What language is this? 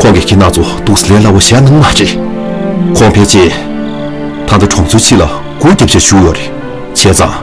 Tibetan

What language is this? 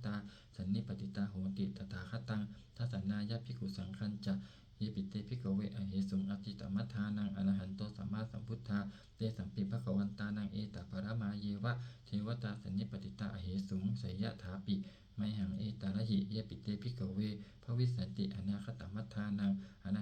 Pali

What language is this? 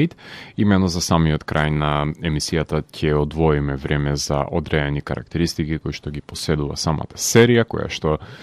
Macedonian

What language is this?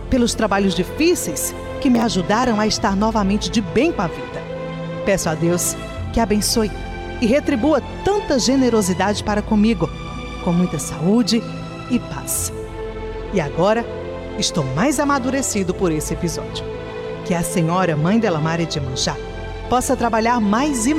Portuguese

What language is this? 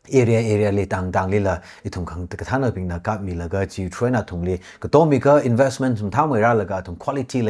Tangkhul Naga (India)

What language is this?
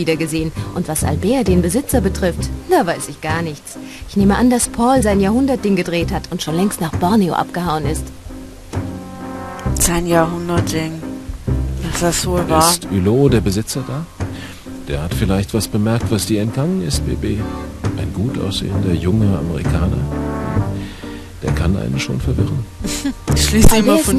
German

